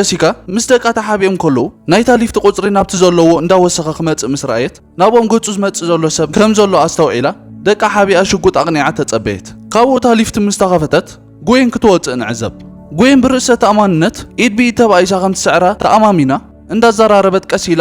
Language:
Tigrinya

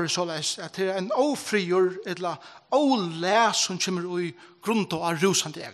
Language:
Faroese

